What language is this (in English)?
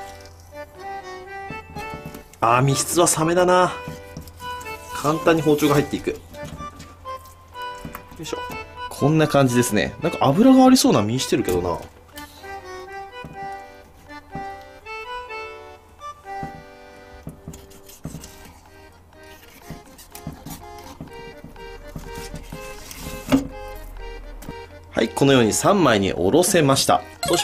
Japanese